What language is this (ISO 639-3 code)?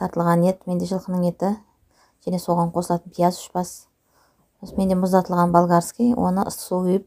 kaz